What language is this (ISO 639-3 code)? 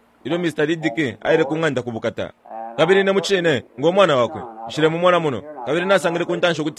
bem